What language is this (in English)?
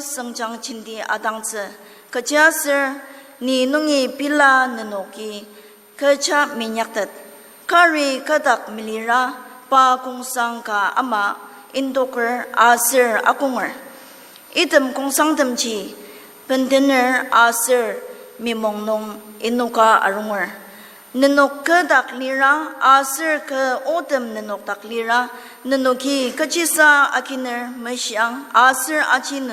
Ao Naga